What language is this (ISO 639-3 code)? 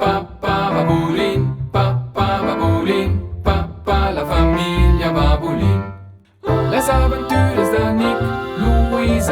roh